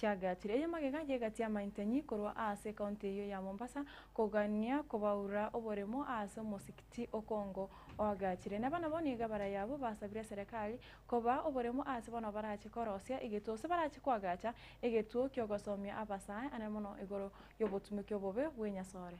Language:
Gusii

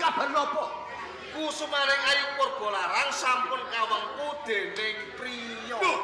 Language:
Javanese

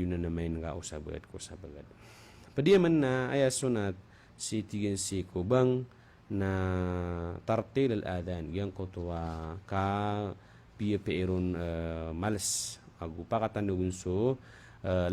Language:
Maranao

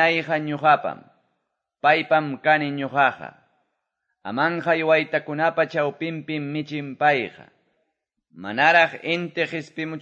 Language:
Quechua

